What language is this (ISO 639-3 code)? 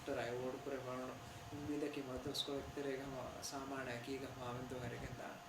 div